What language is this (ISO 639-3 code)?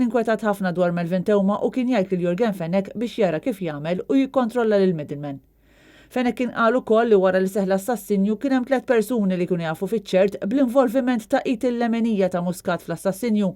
mlt